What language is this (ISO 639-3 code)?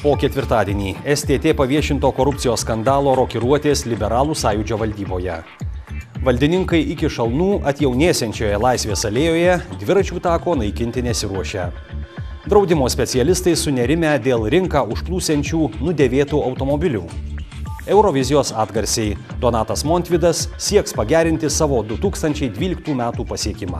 lit